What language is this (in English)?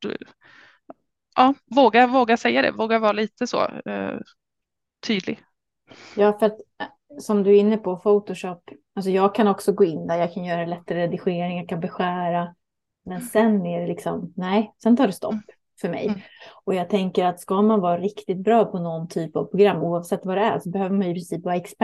Swedish